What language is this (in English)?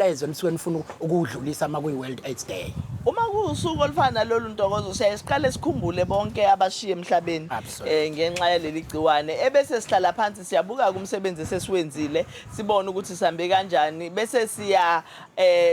Zulu